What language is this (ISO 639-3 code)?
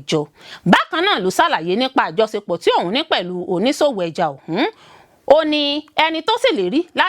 yor